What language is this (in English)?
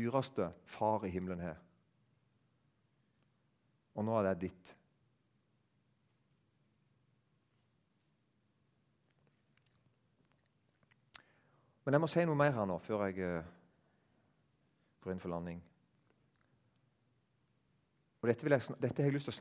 Norwegian